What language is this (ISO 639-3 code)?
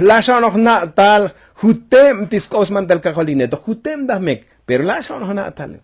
tzo